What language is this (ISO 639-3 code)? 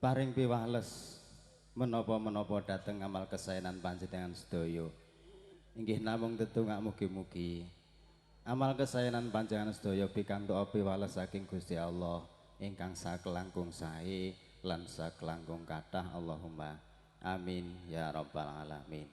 jav